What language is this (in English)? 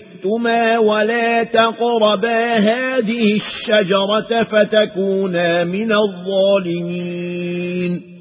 Arabic